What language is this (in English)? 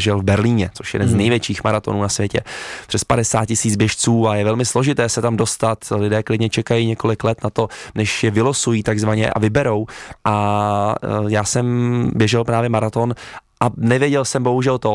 Czech